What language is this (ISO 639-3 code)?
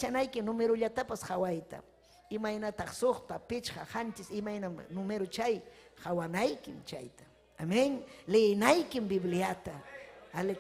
quy